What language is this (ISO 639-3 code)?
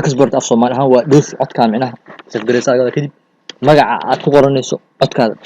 som